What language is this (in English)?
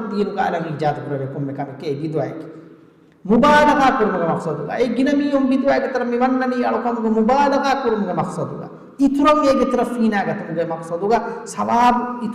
Divehi